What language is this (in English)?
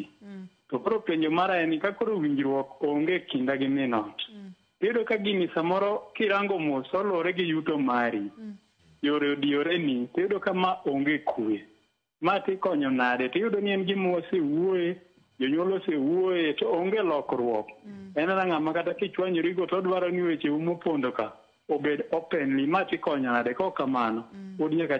Luo (Kenya and Tanzania)